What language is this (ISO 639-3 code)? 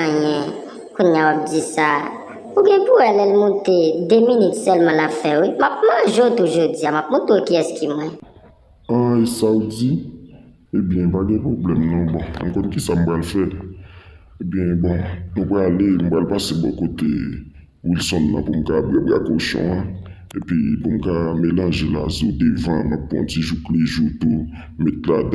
hat